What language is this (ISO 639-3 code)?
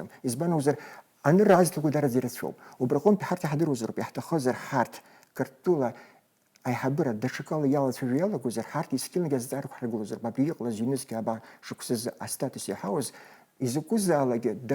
abk